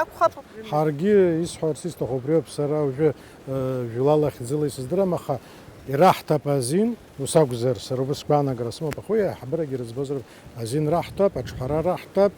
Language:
Abkhazian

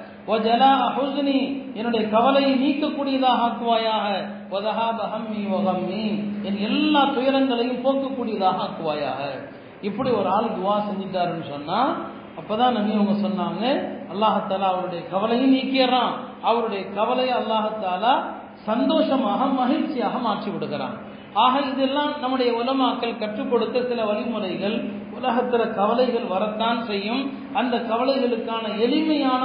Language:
Tamil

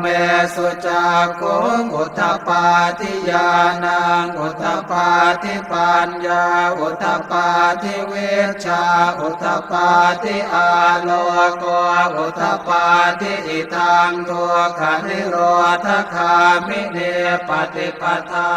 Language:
Pali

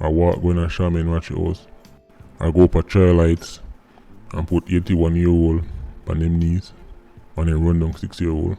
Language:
Jamaican Creole English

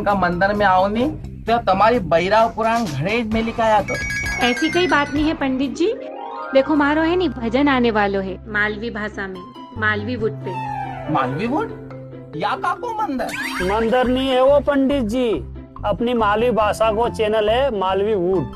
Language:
Rajasthani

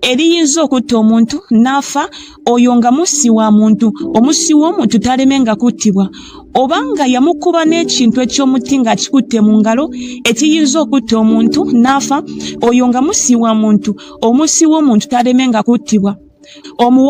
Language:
Ganda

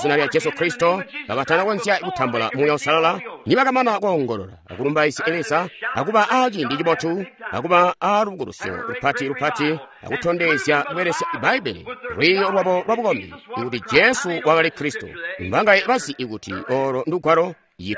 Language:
Tonga (Zambia)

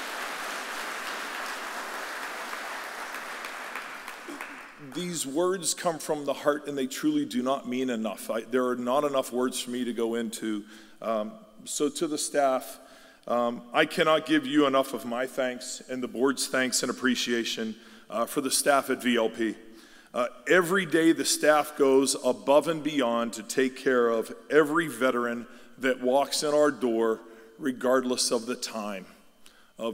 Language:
English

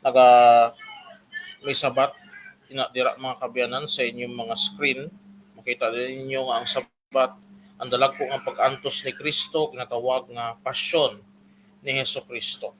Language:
Hiligaynon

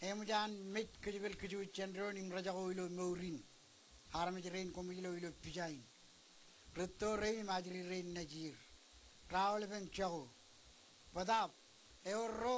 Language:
Marshallese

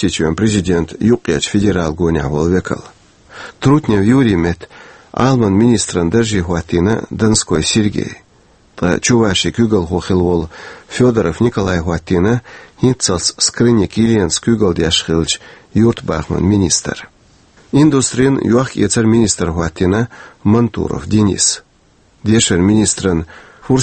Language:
Chechen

